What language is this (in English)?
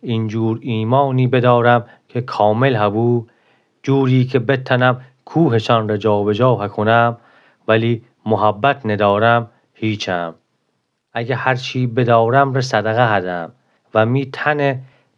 Gilaki